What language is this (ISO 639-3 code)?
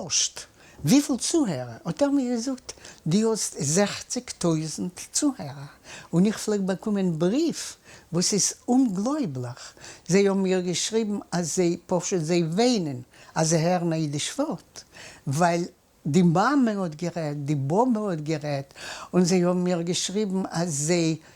yid